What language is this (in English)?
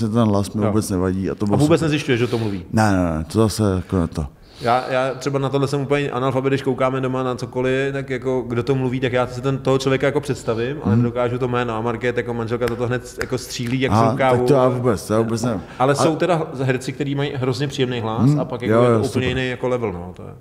Czech